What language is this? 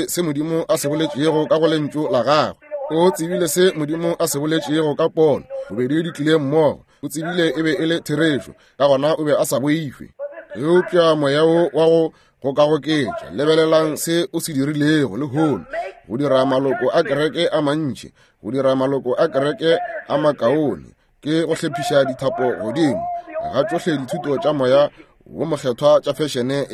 Northern Sotho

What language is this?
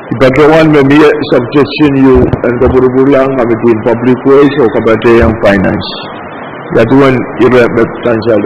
Pohnpeian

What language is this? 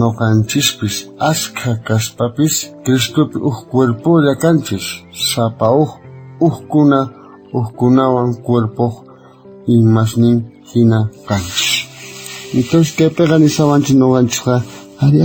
South Bolivian Quechua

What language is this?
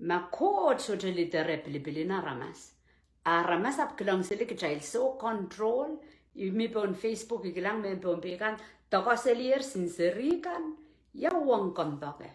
Pohnpeian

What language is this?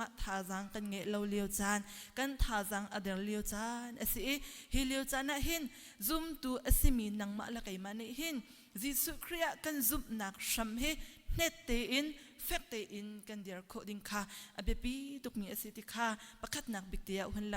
Hakha Chin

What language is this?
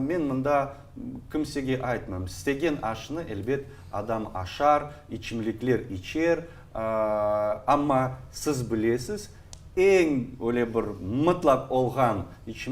Crimean Tatar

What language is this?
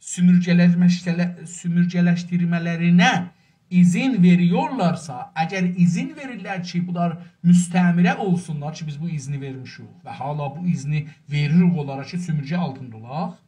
South Azerbaijani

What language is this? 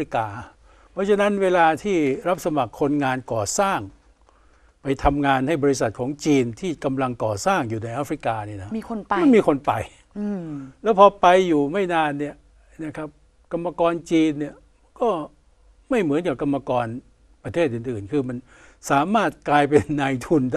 Thai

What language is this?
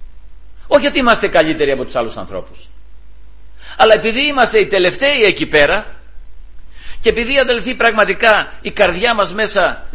Greek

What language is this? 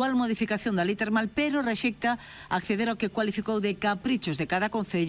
Galician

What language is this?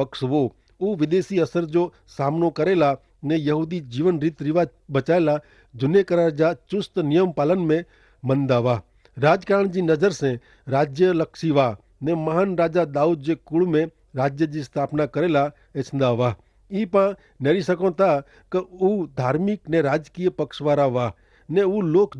Kachhi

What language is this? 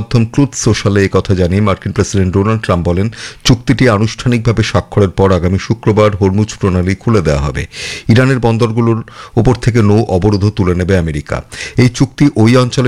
Bangla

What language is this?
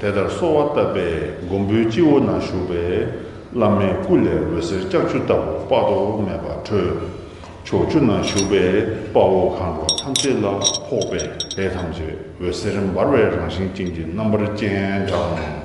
Tibetan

